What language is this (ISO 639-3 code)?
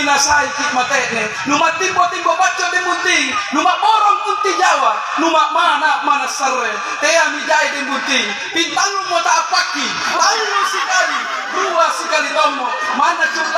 mak